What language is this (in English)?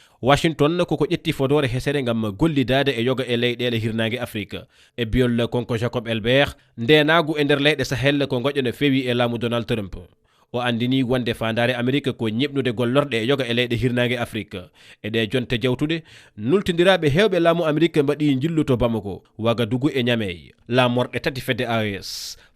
Fula